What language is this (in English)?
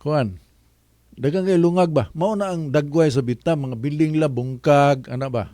Cebuano